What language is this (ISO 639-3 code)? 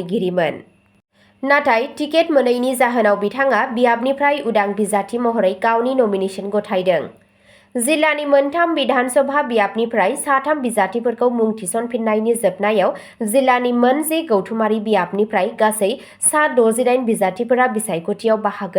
brx